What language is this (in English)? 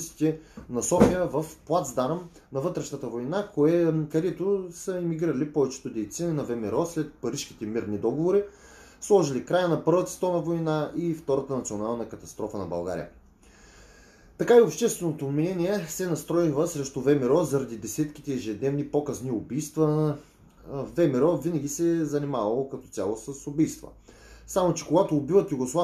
Bulgarian